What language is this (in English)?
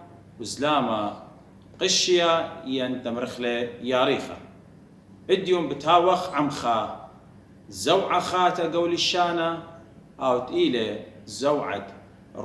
Assyrian Neo-Aramaic